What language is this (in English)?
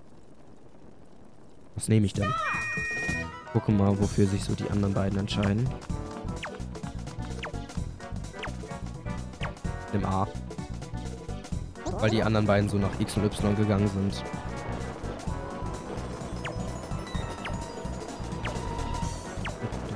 German